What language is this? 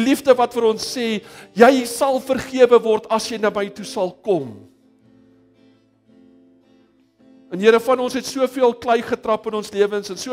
Afrikaans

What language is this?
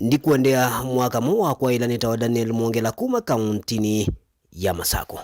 Kamba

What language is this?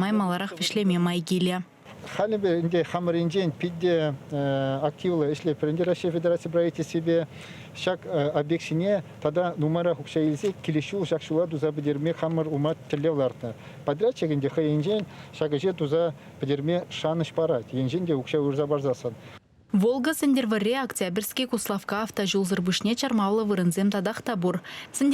Chuvash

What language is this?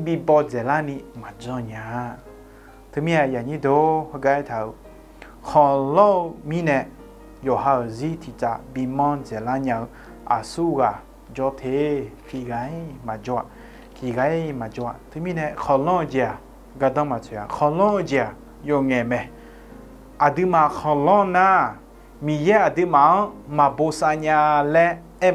Akha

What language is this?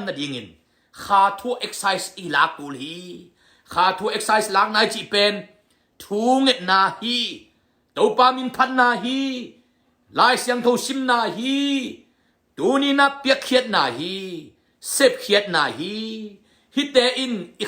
Tedim Chin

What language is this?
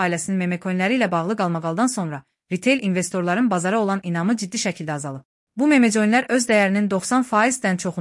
Azerbaijani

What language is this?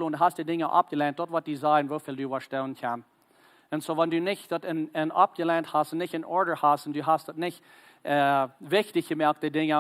Plautdietsch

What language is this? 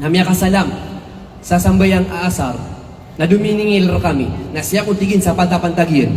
Maranao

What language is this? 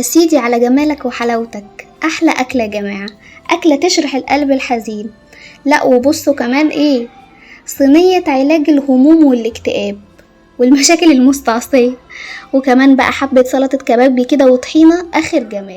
Egyptian Arabic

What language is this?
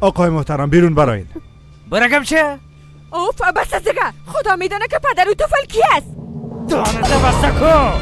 Persian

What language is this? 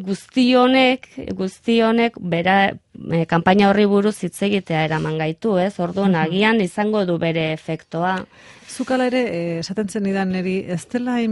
Basque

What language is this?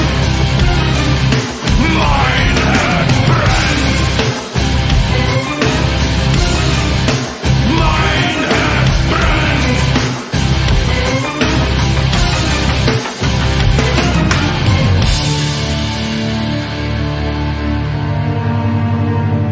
German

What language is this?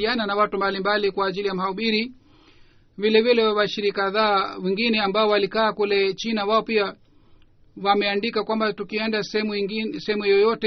Swahili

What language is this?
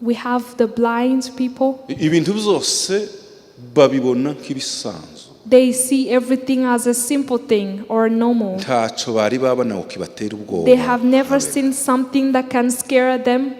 Kinyarwanda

